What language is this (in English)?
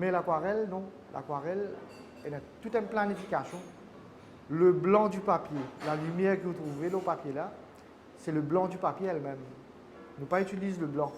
Morisyen